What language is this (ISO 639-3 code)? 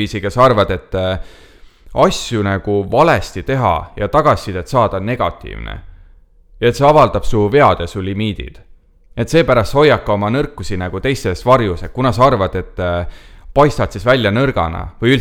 est